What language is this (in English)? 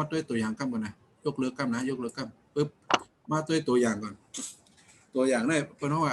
Shan